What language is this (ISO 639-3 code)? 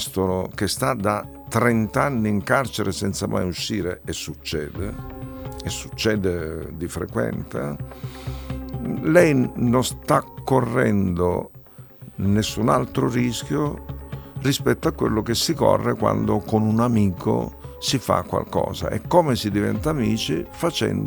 ita